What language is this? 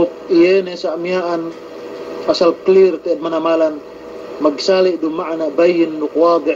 Yakan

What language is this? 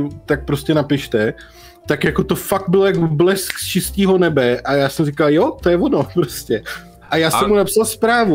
Czech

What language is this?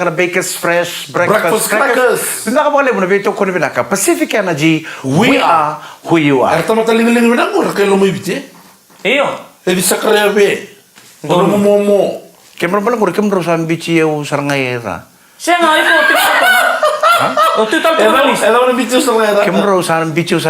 Fijian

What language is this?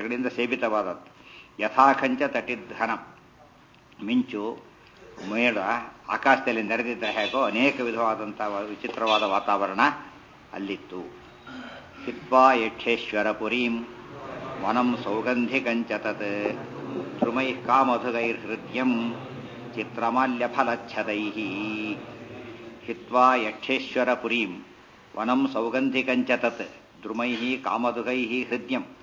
Kannada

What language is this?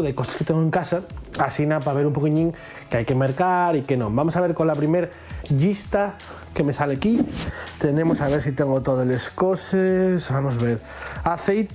Asturian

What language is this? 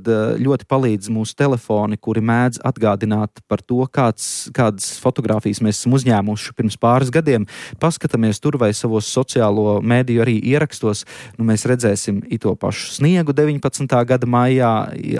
Latvian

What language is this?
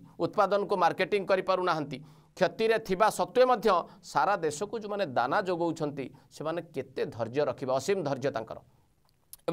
Odia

